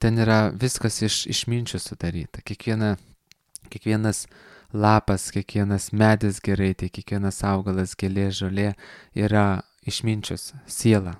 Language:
Lithuanian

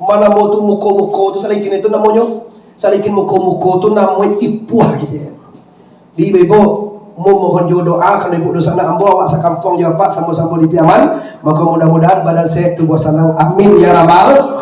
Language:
Minangkabau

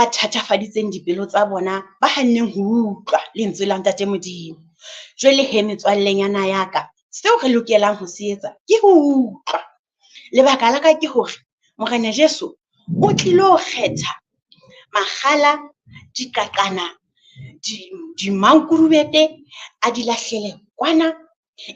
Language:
Southern Sotho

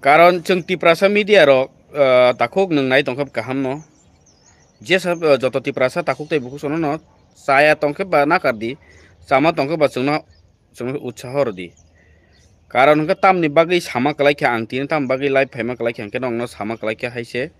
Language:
Kok Borok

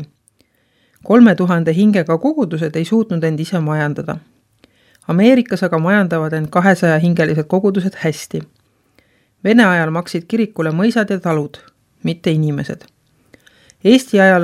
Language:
Estonian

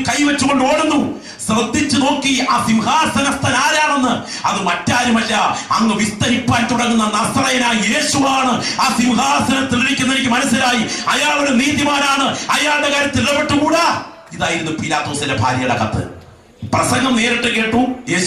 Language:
Malayalam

